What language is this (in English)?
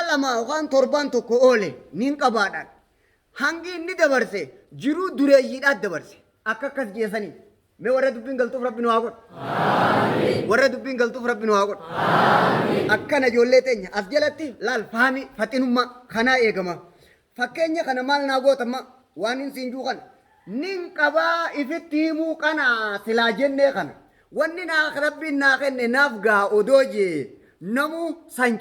Oromo